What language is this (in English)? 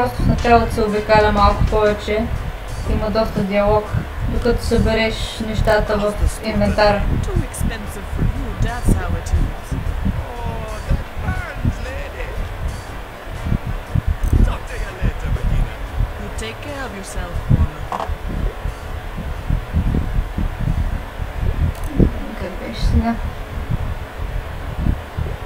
Bulgarian